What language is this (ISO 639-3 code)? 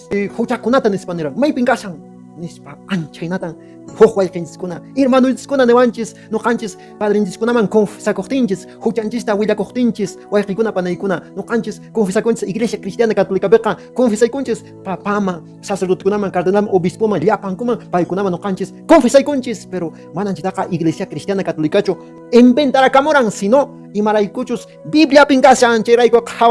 que